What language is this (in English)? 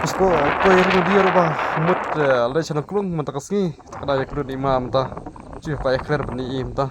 Khasi